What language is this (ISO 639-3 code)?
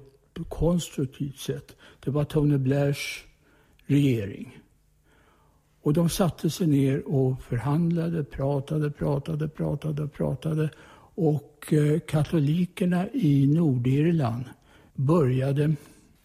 swe